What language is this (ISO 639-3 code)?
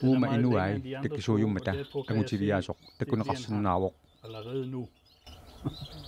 kal